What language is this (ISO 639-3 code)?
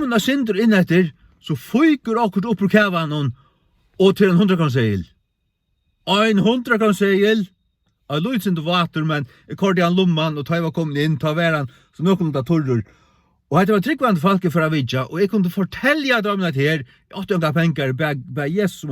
fao